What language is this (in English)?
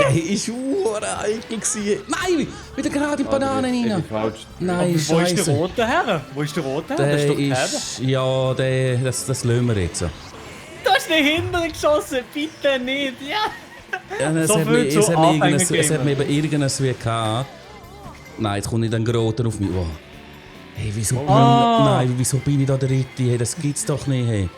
Swiss German